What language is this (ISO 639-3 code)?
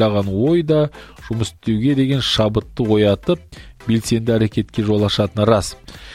kaz